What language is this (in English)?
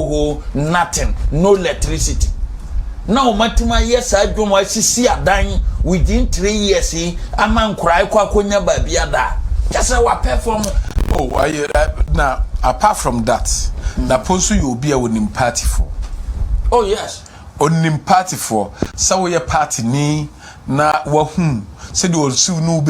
Akan